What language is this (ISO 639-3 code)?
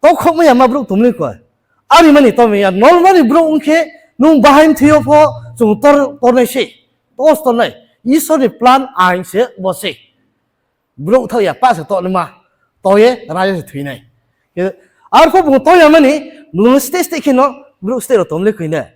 ria